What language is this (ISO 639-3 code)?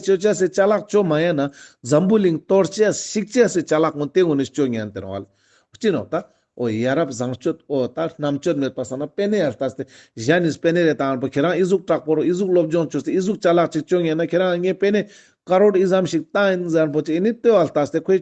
lbj